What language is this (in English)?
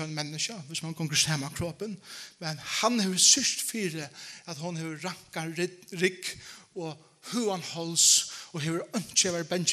Faroese